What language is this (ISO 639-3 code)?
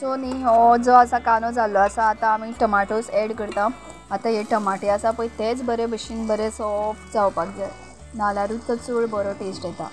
kok